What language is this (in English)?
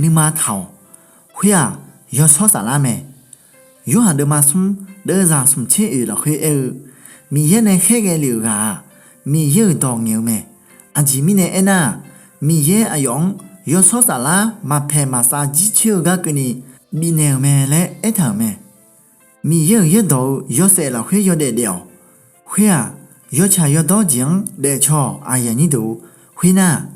Akha